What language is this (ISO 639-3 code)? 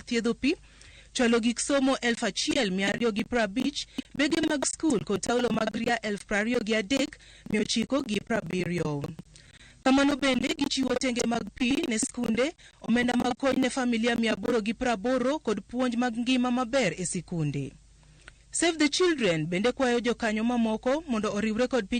luo